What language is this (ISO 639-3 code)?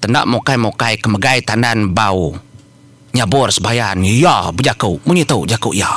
iba